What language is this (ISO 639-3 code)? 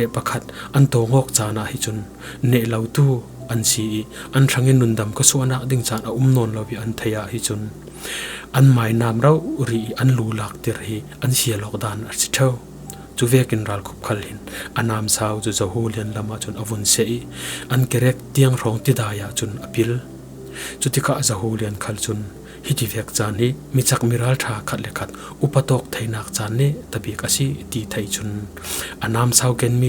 cfm